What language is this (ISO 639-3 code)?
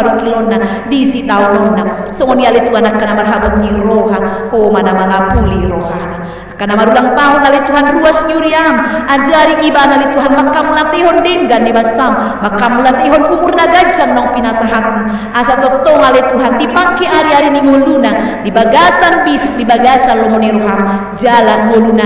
bbc